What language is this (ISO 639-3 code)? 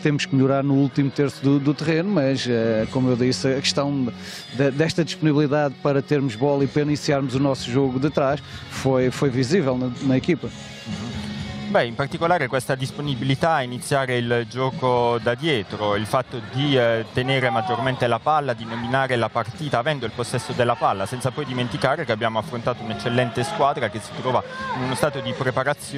ita